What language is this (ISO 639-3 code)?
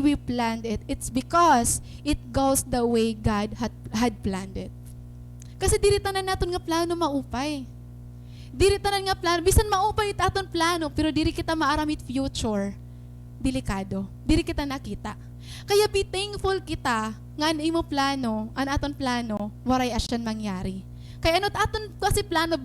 war